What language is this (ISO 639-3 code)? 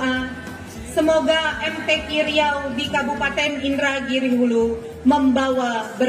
ind